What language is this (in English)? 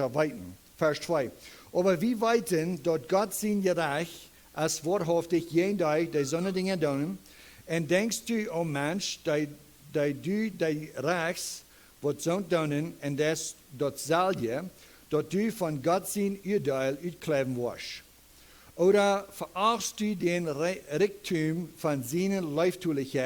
Plautdietsch